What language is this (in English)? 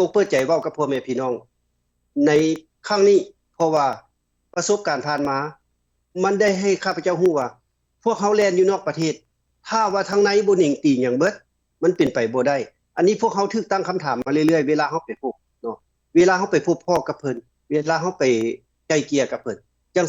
Lao